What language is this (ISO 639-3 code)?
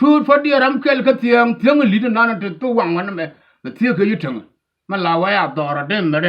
nus